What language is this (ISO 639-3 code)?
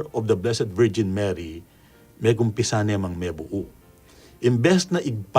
pam